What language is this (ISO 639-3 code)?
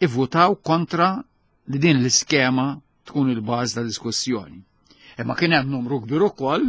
mlt